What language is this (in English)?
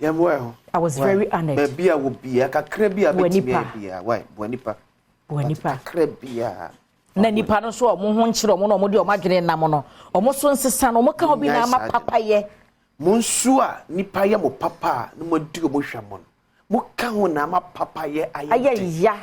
Akan